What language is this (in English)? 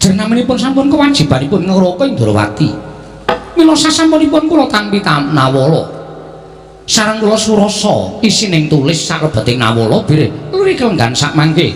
Javanese